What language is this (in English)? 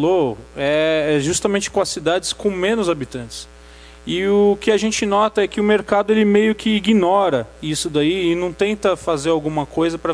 Portuguese